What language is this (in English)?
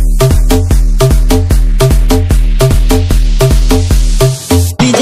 Hindi